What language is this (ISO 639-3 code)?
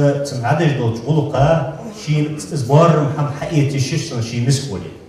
inh